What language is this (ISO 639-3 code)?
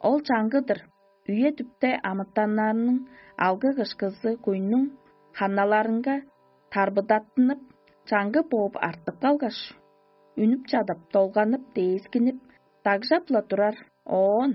tyv